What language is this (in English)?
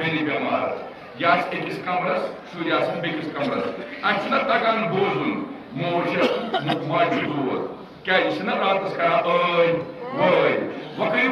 Kashmiri